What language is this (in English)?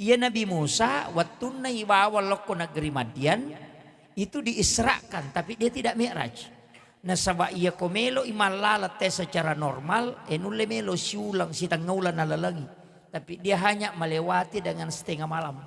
Buginese